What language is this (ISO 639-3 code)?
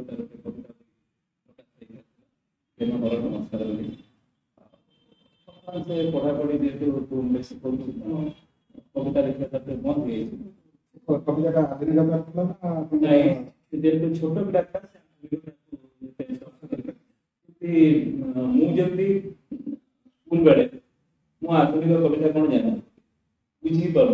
ori